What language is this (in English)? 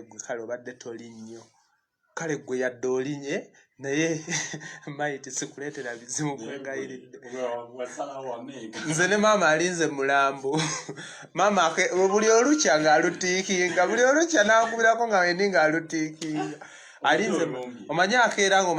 Ganda